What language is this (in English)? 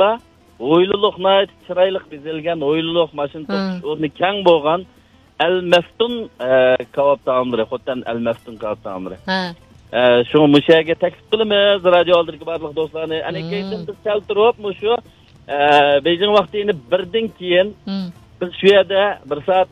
Uyghur